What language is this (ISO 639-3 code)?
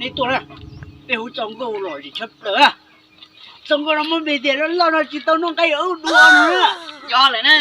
hmn